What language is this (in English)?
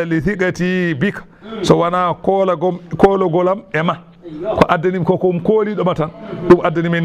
Fula